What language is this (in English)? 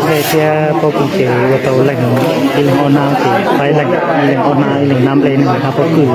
Hmong